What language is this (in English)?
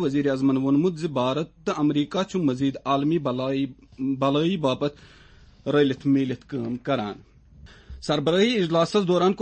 Kashmiri